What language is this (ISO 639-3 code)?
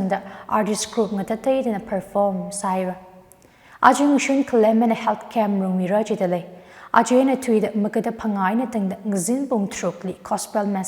nmf